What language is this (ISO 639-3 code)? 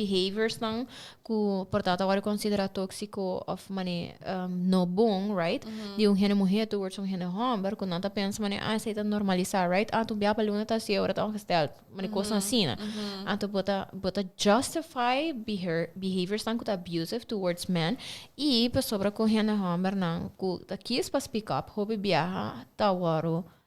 pap